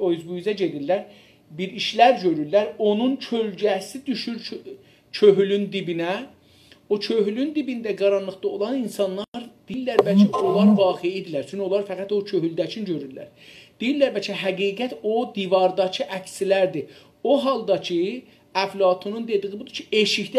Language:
South Azerbaijani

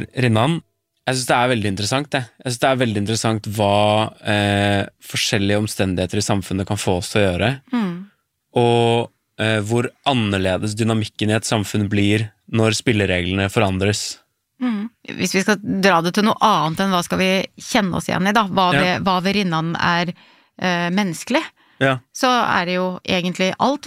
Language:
Norwegian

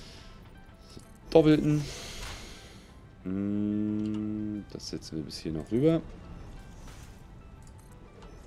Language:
German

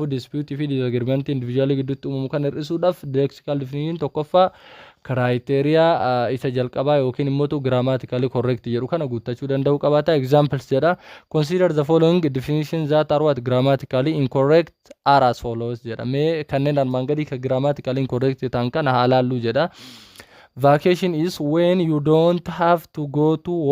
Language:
Oromo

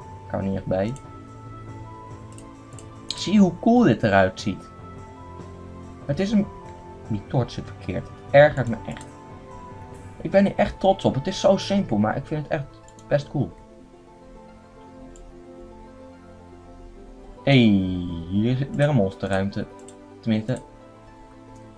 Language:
Dutch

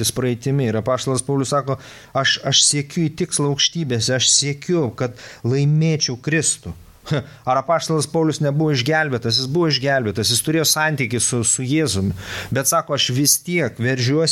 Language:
Lithuanian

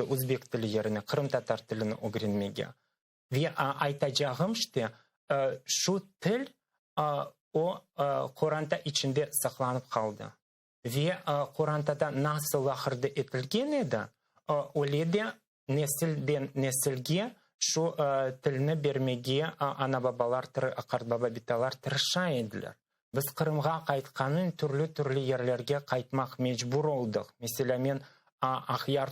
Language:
Crimean Tatar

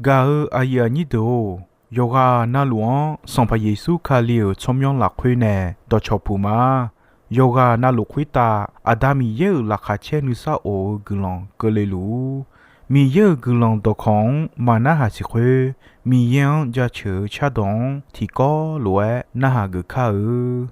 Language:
Akha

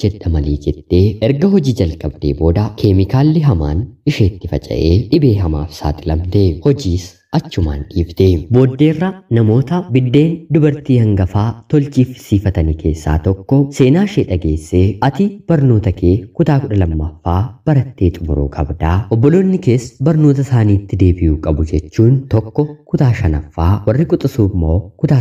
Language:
Oromo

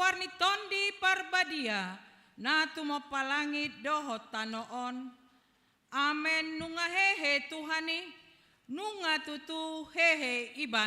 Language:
Batak Toba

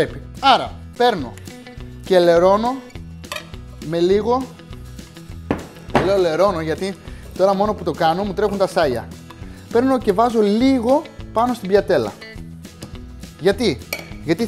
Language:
Greek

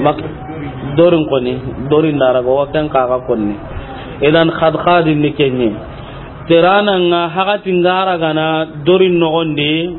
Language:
Soninke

